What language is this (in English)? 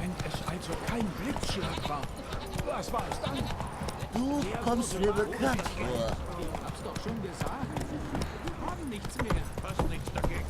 Swiss German